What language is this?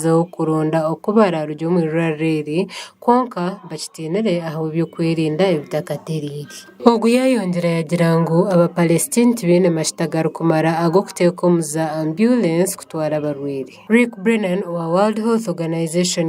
Nyankole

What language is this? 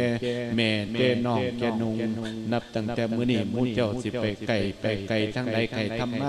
Lao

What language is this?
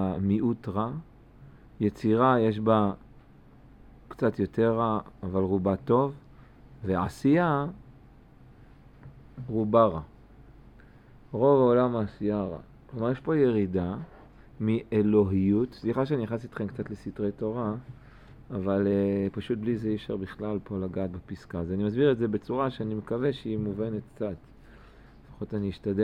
Hebrew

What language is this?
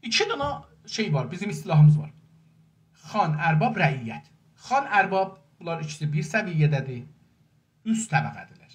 South Azerbaijani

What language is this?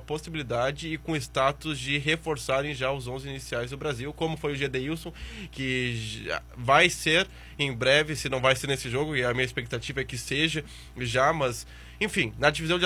Portuguese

